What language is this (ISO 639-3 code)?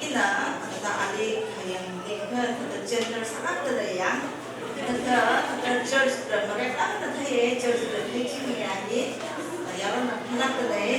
nmf